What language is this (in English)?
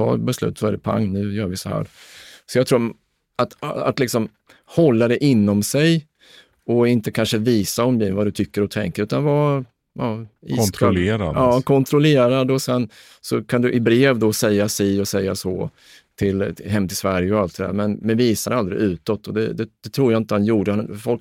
Swedish